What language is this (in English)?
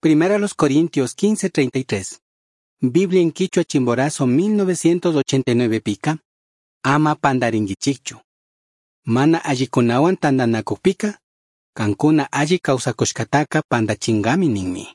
Chimborazo Highland Quichua